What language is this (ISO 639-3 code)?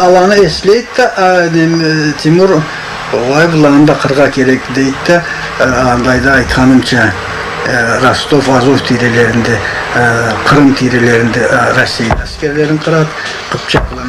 krc